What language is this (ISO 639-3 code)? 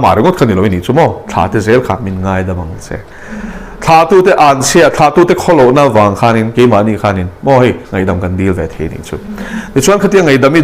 lus